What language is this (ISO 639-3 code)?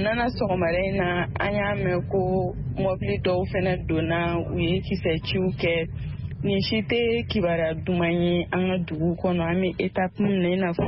bam